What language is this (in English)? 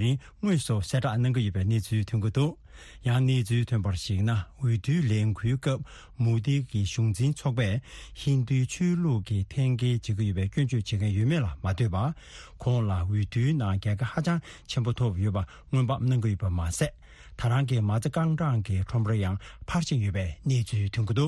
Tibetan